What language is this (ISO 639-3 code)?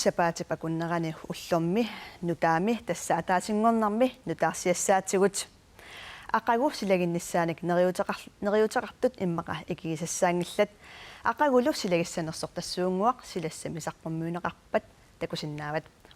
kal